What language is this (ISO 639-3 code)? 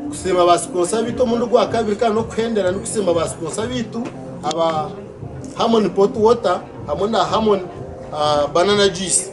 nyn